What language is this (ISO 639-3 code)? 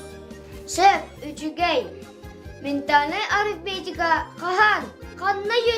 sah